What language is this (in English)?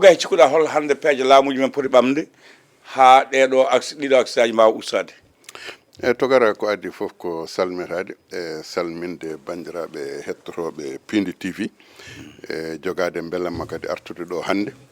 Fula